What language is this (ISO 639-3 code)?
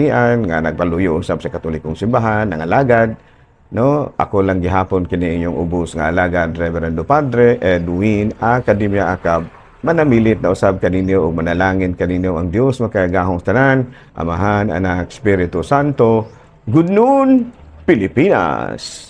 ceb